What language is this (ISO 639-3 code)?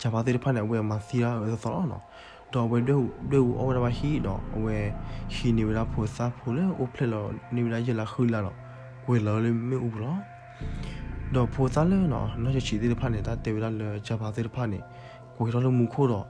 ksw